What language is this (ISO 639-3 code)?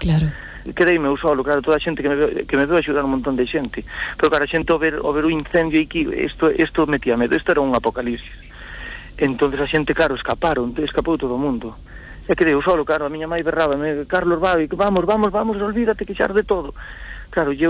glg